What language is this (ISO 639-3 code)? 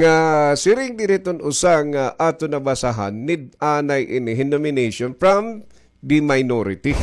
war